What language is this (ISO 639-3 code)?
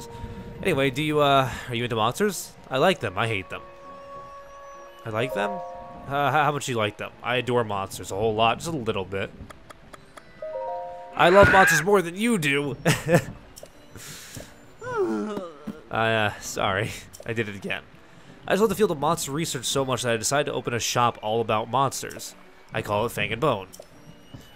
eng